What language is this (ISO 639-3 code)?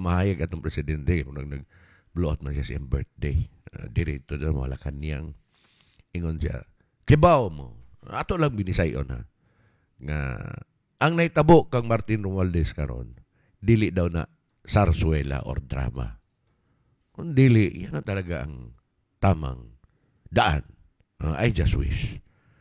ceb